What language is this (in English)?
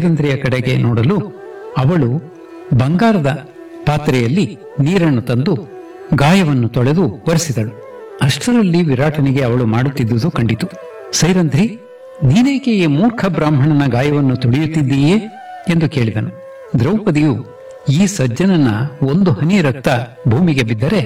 Kannada